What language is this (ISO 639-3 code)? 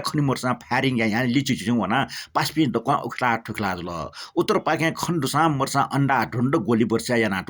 new